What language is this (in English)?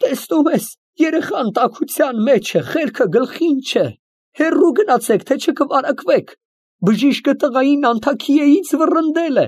Armenian